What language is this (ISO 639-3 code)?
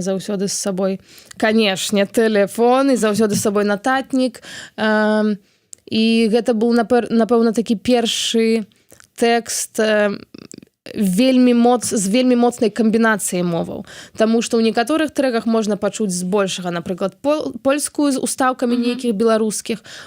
bel